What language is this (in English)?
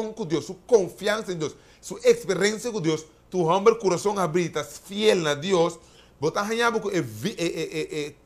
Papiamento